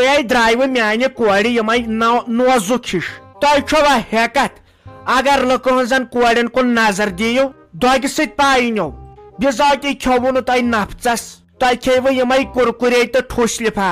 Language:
Kashmiri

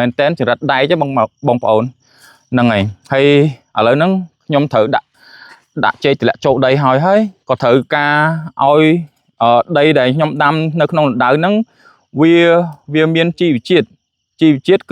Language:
Khmer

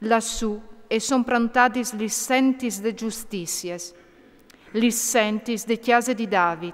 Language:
Friulian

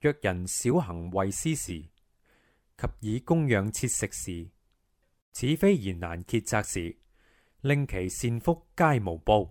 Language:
Cantonese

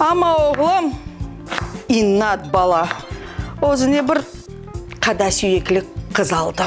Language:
Crimean Tatar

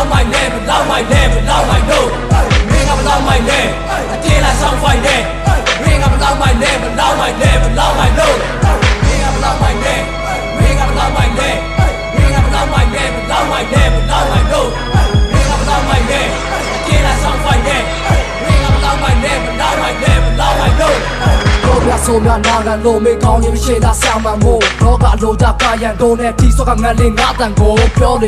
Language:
Burmese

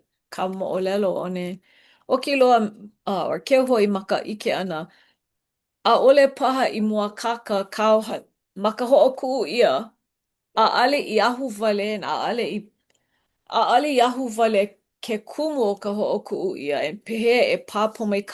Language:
Hawaiian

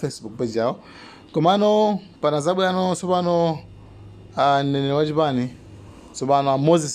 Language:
Nyanja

